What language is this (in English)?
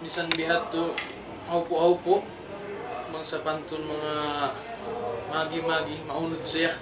Tausug